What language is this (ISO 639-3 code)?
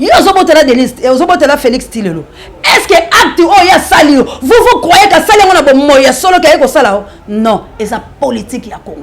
lin